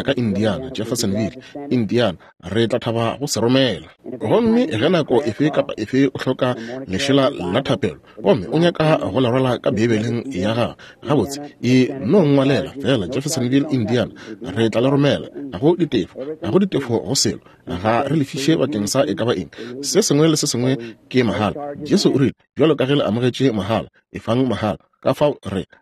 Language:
Northern Sotho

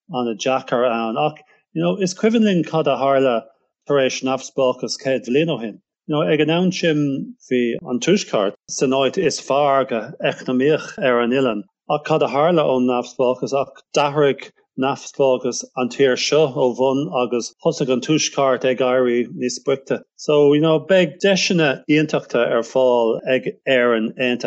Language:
Irish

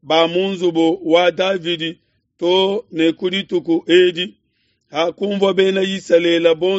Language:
Luba-Lulua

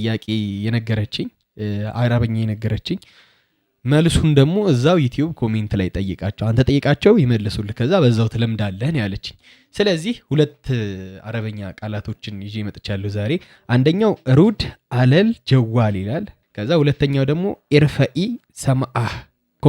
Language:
Amharic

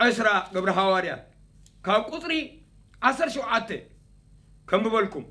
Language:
Tigrinya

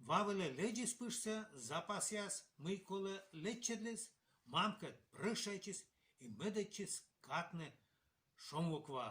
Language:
Komi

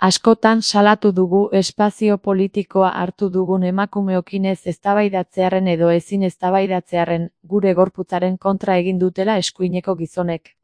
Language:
Basque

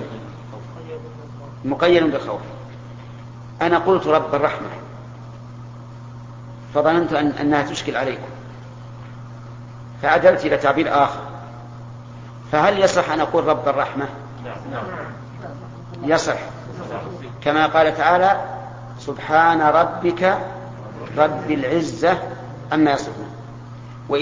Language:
Arabic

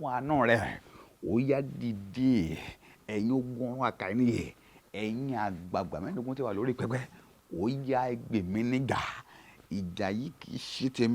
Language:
Yoruba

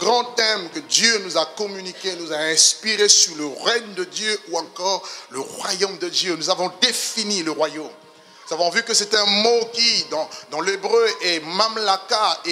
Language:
French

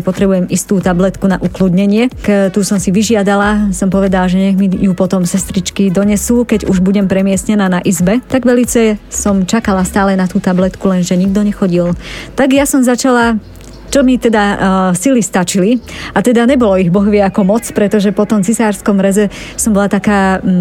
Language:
Slovak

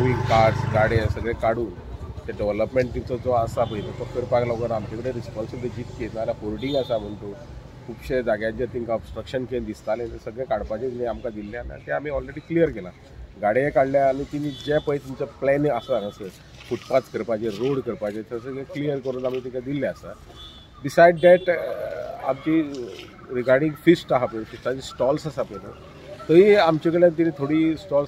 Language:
Konkani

